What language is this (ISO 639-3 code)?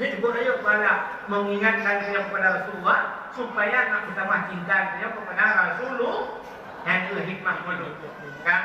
ace